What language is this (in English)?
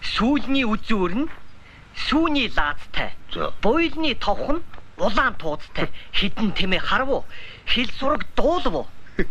Mongolian